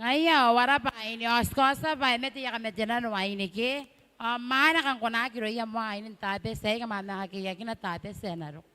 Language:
Gilbertese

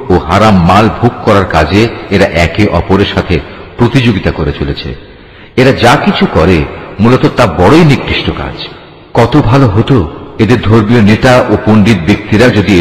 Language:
Bangla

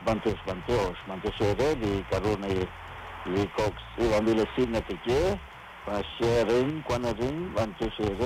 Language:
Kekchí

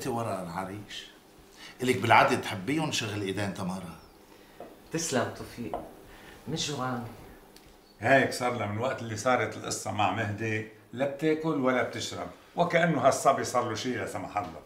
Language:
North Levantine Arabic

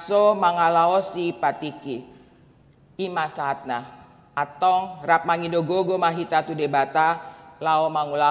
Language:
Batak Toba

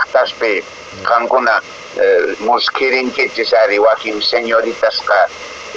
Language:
Quechua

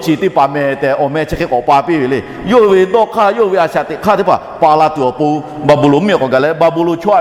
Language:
Lahu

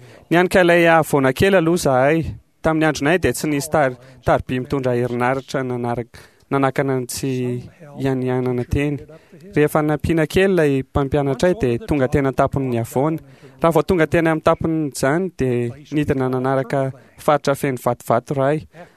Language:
Malagasy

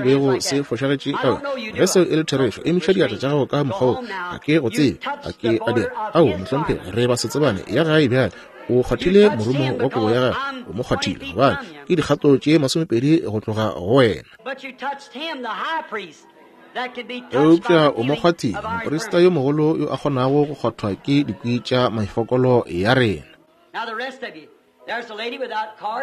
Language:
Northern Sotho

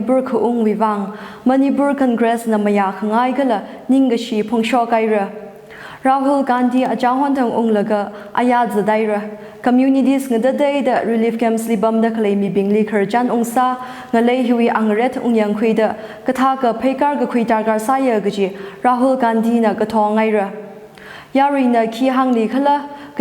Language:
Tangkhul Naga (India)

